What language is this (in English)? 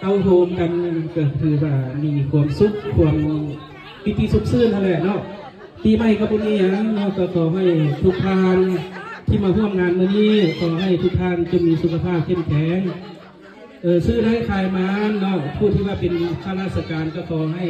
Lao